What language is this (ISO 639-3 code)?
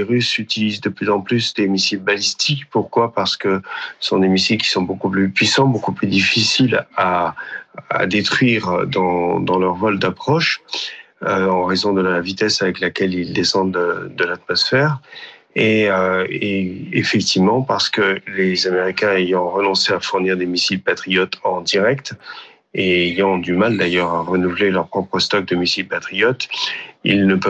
fra